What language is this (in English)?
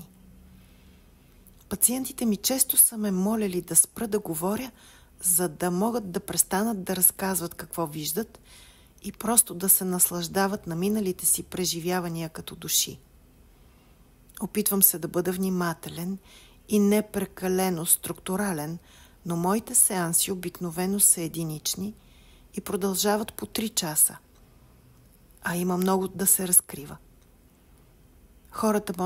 Bulgarian